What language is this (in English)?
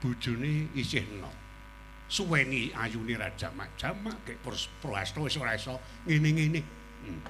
Javanese